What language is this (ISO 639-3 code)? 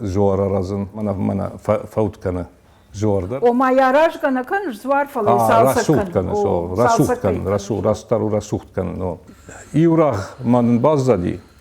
oss